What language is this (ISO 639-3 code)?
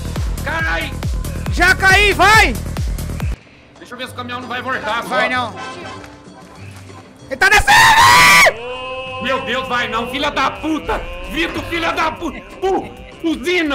por